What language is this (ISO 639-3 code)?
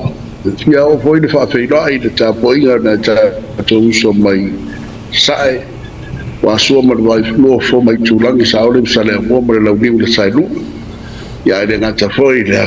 smo